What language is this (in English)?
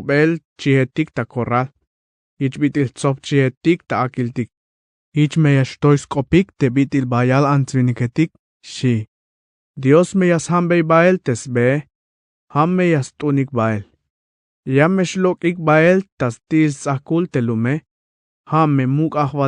Tzeltal